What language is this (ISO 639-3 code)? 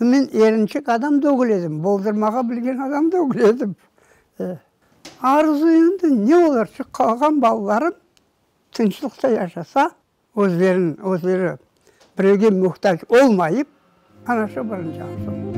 crh